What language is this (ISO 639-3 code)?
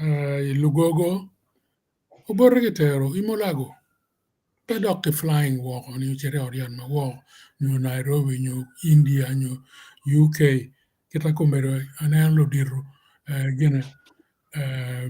ach